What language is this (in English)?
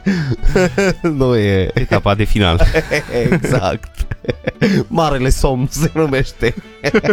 Romanian